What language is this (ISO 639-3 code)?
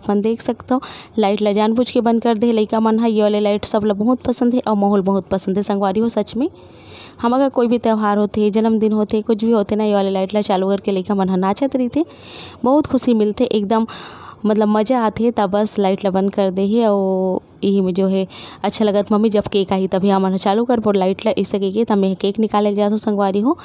hne